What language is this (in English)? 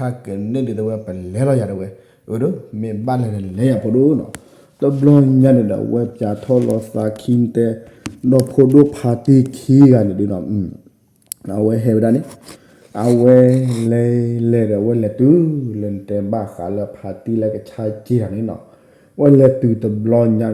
S'gaw Karen